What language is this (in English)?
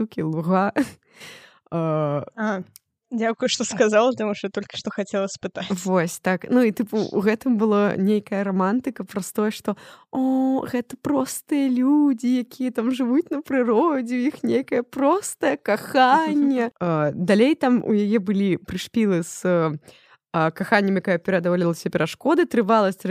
Belarusian